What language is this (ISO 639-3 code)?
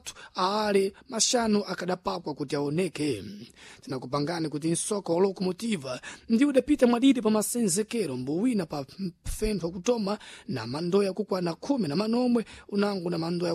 seh